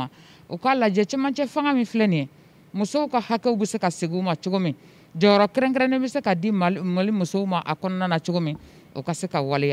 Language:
Bambara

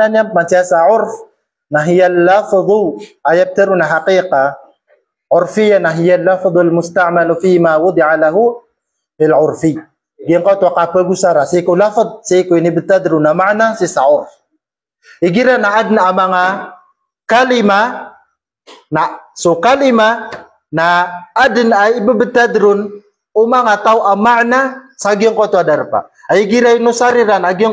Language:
Maranao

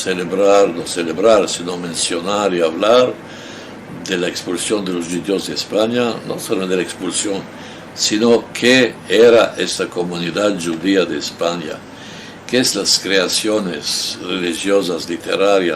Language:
Ladino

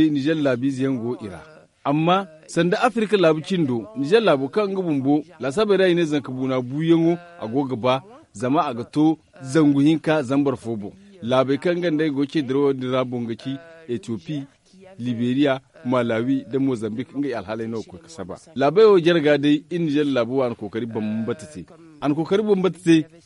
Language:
Zarma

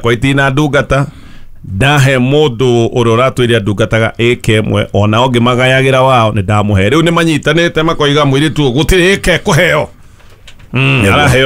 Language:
Kikuyu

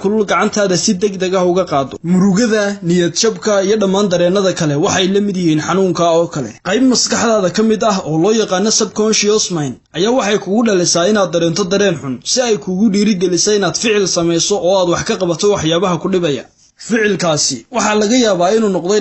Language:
Somali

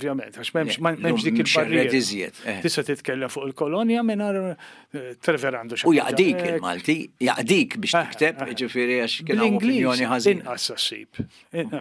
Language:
Maltese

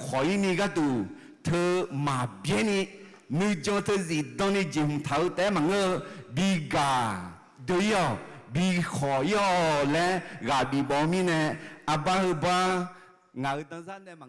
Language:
Akha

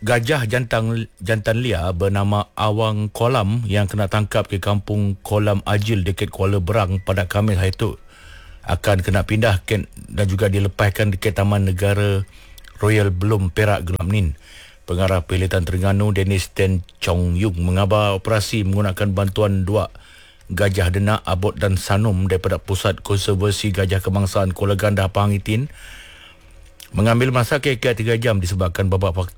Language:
Malay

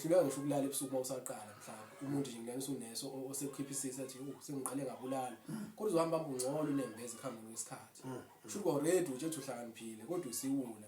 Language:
Zulu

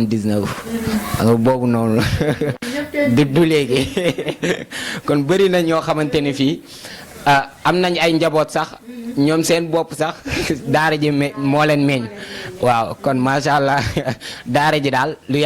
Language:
Wolof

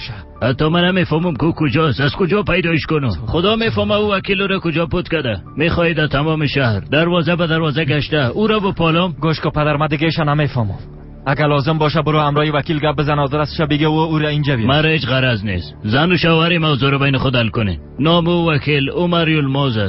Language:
Tajik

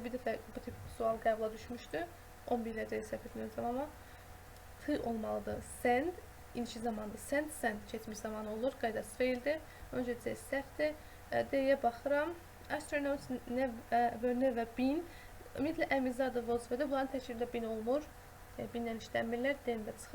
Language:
Azerbaijani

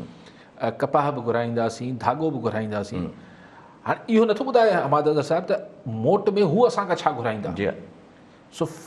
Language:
Sindhi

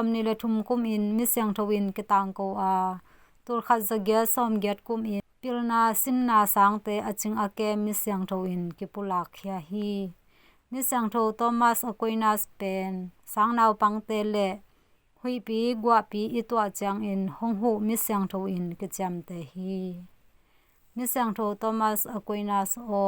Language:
Tedim Chin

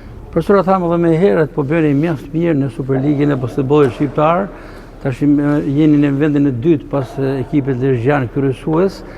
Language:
Albanian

